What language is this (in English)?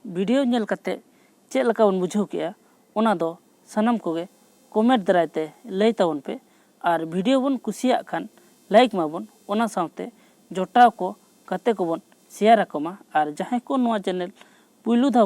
Santali